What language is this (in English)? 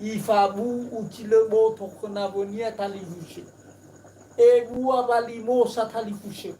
Nias